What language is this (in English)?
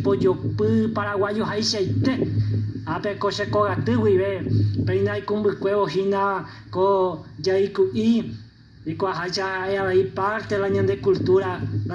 Guarani